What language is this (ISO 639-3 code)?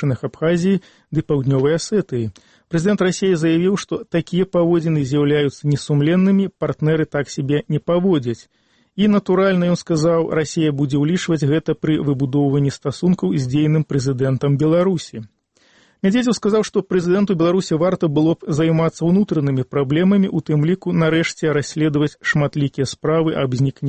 bel